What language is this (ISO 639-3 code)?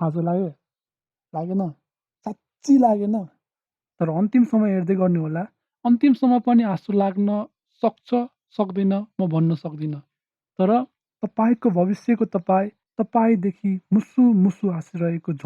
nep